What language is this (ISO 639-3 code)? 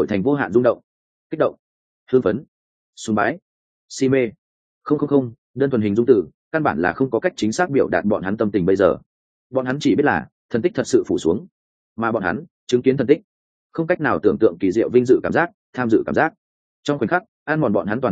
vie